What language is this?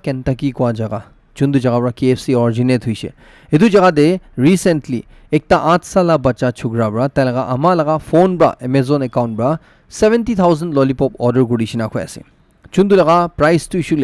Naga Pidgin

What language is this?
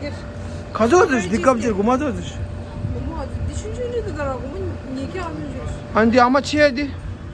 Tibetan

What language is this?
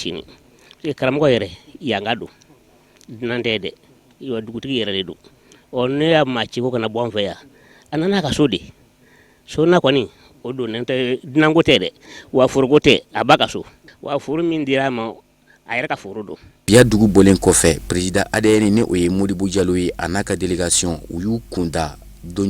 Bambara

